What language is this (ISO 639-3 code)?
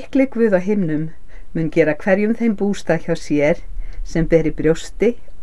isl